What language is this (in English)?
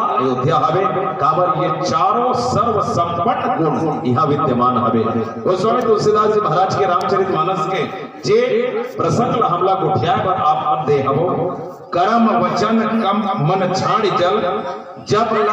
Chhattisgarhi